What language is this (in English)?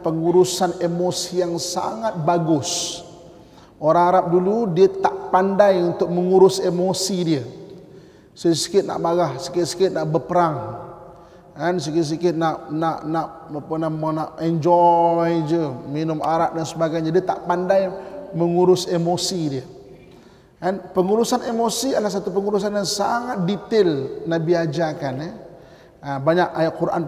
Malay